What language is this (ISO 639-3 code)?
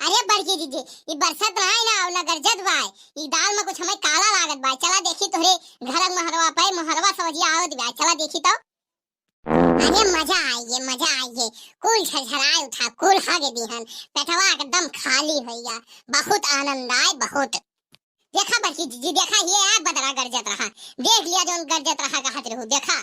awa